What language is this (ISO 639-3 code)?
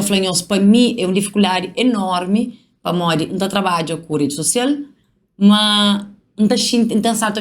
kea